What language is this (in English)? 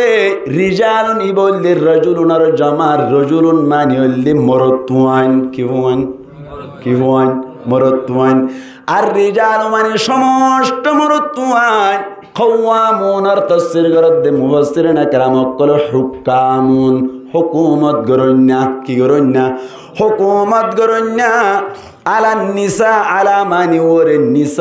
Rohingya